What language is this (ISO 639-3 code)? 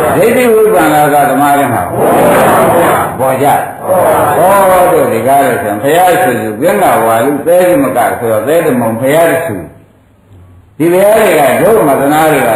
mya